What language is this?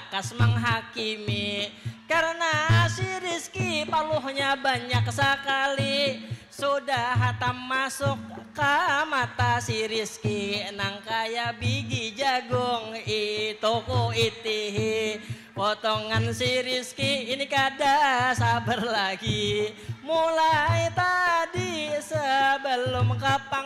Banjar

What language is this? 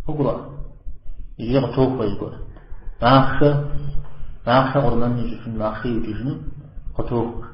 Kabardian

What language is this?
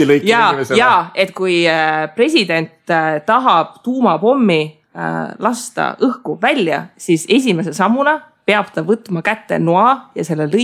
Estonian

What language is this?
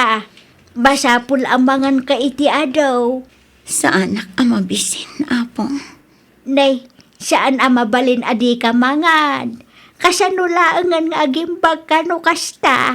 Iloko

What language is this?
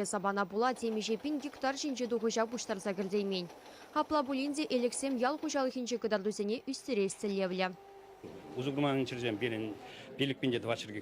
Chuvash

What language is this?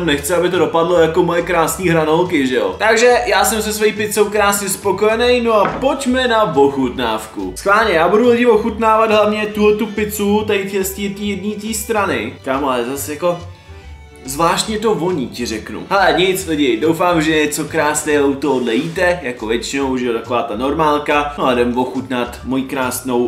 Czech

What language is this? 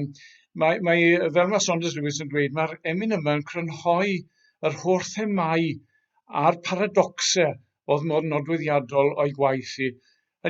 Welsh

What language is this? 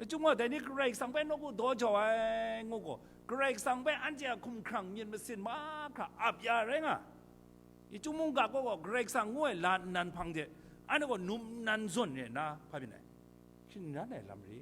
Kachin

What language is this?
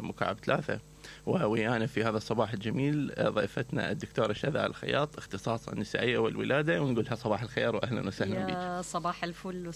Mesopotamian Arabic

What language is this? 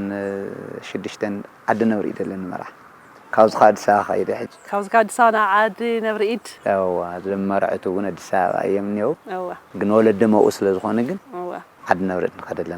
Tigrinya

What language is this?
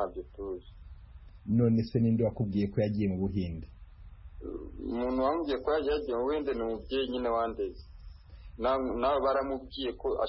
Kinyarwanda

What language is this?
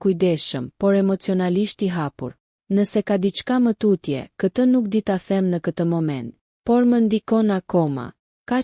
Albanian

